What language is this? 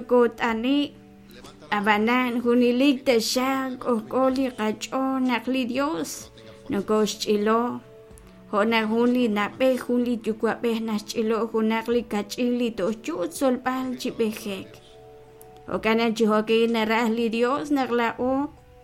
Kekchí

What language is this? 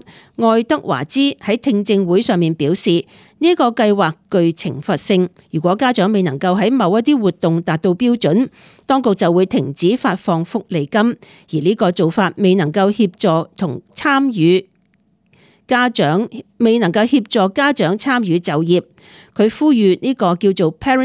Cantonese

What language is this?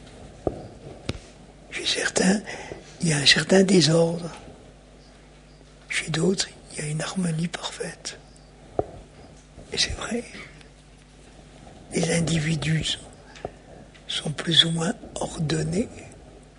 French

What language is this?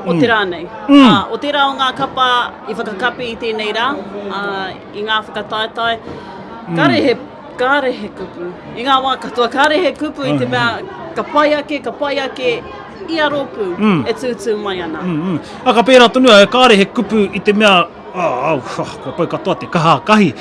Māori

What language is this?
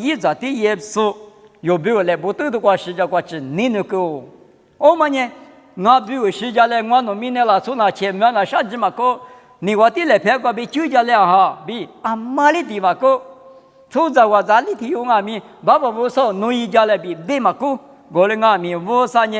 Lisu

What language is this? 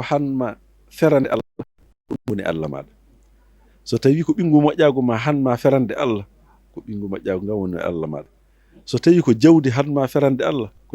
Fula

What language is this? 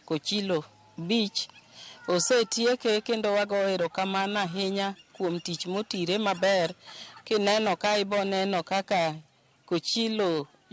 Luo (Kenya and Tanzania)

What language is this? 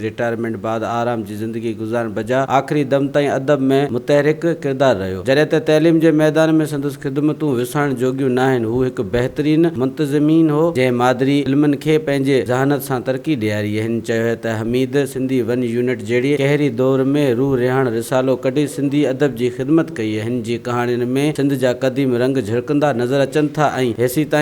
Sindhi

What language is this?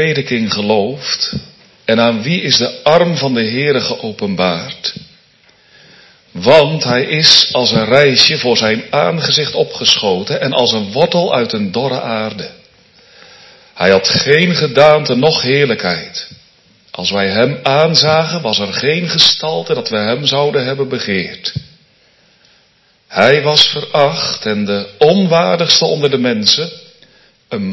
Dutch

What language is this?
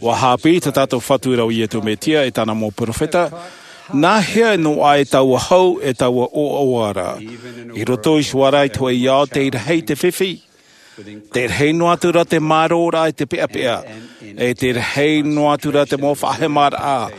Tahitian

